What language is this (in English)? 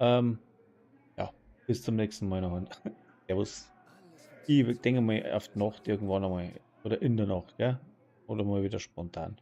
Bavarian